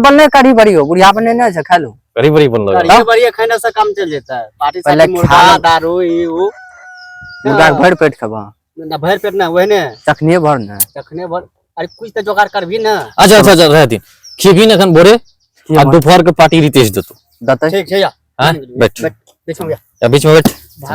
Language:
Maithili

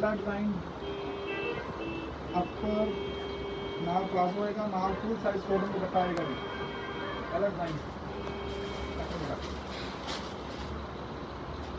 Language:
Punjabi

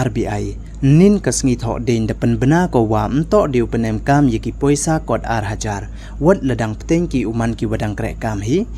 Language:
Pnar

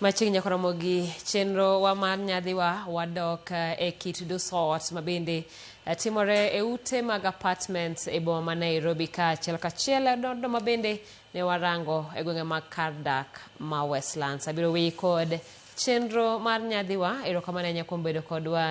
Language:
Luo (Kenya and Tanzania)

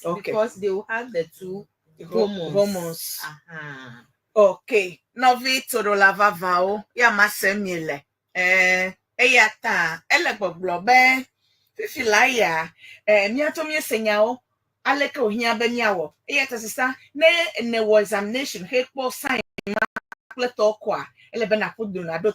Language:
Ewe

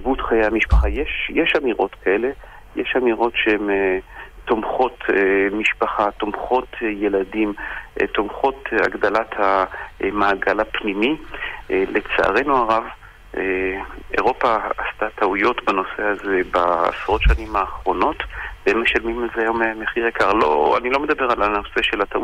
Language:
Hebrew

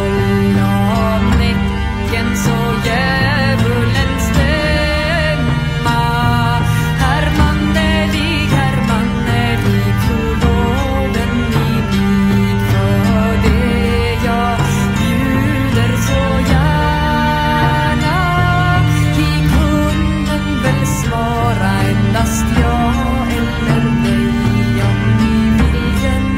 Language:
Swedish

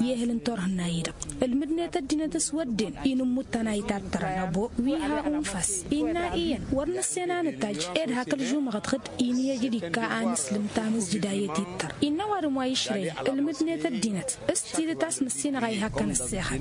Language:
Tamasheq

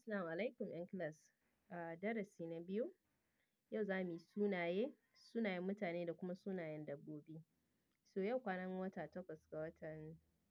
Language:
Hausa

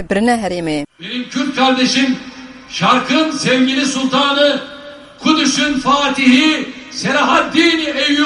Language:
Kurdish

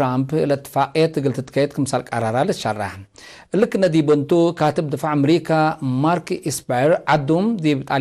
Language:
Tigre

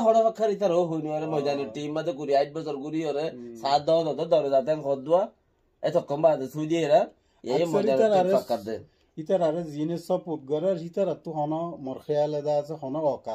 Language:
Rohingya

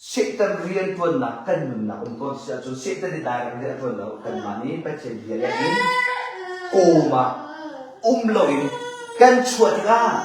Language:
Hakha Chin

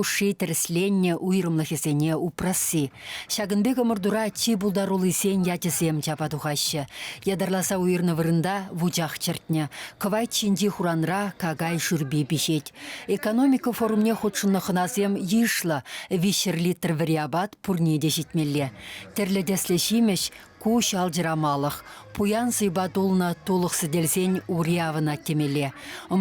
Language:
Chuvash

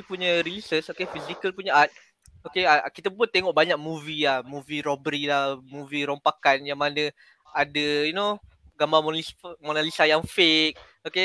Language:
Malay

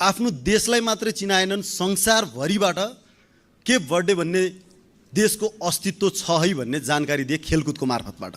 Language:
Nepali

